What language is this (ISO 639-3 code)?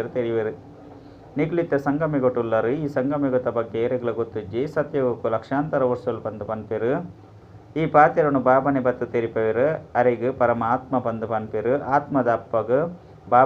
tcy